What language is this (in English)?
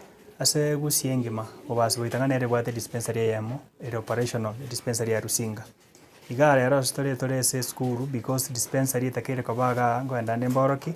Gusii